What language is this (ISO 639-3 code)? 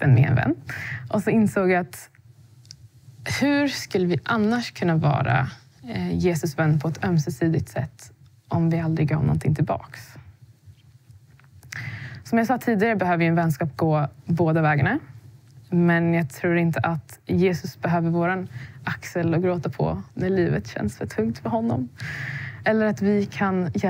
swe